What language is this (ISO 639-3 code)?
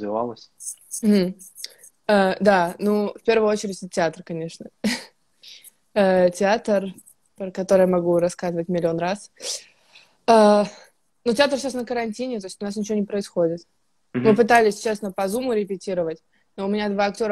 rus